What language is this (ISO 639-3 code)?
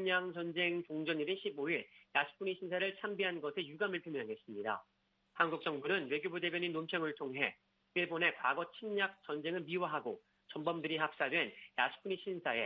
kor